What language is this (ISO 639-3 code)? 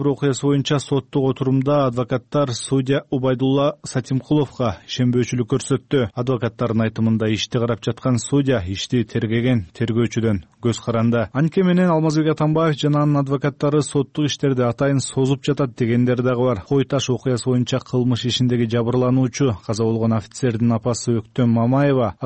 kir